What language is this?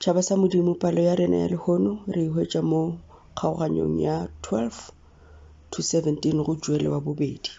Northern Sotho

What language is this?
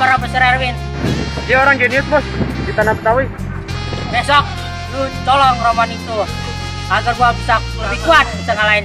Betawi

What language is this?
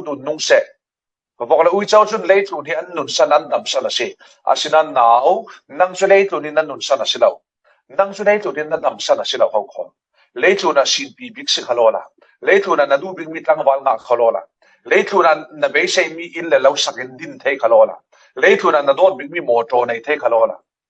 Falam Chin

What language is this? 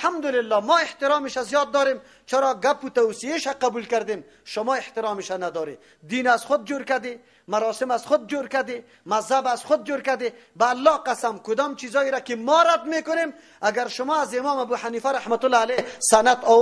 Persian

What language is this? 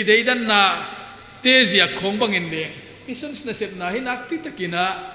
Paite Chin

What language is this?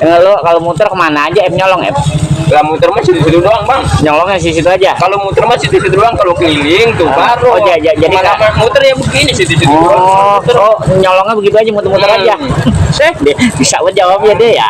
Betawi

